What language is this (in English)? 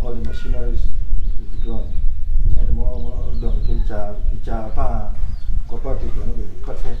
Acoli